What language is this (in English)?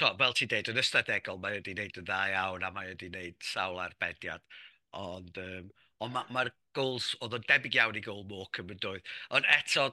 Welsh